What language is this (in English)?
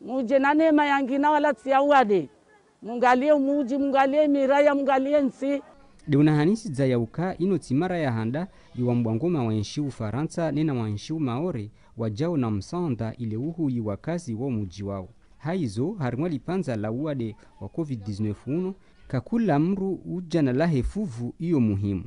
Ngazidja Comorian